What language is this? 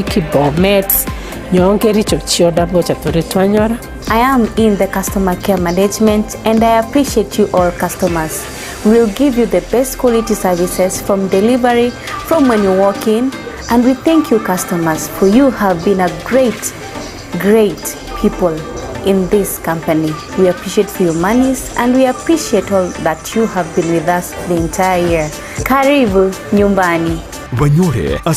Gusii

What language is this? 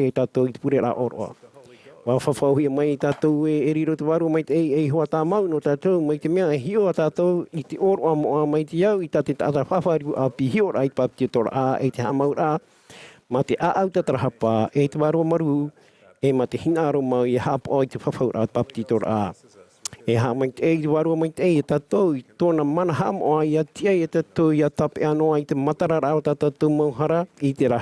Tahitian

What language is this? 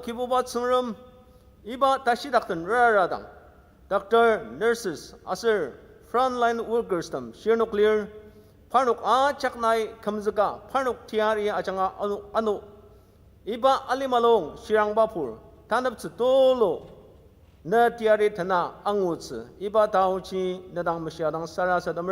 Ao Naga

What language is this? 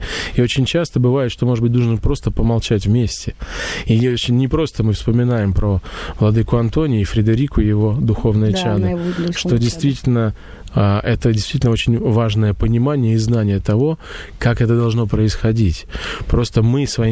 Russian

